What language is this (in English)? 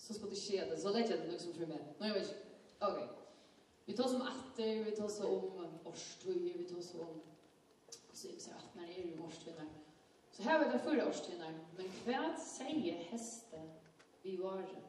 Faroese